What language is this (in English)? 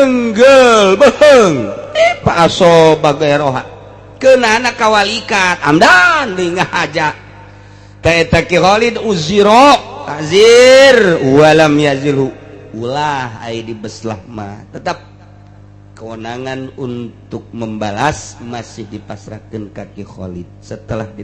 Sundanese